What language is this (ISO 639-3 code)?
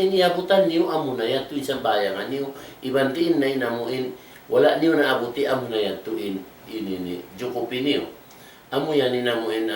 tsg